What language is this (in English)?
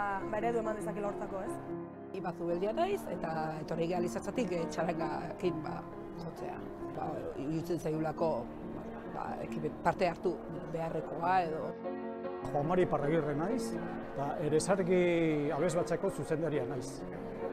Basque